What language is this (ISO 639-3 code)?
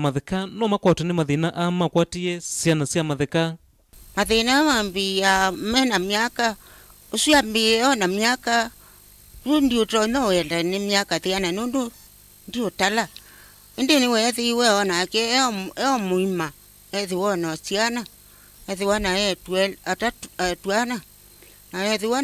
kam